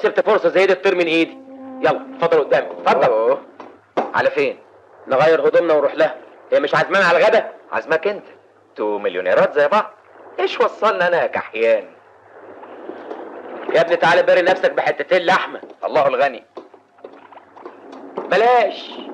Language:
Egyptian Arabic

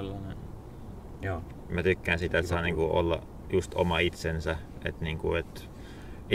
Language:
Finnish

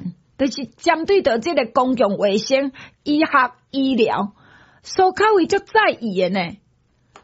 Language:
Min Nan Chinese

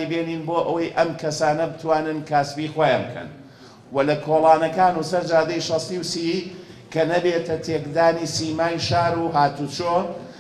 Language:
Central Kurdish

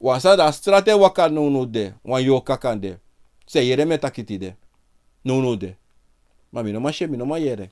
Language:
Sranan Tongo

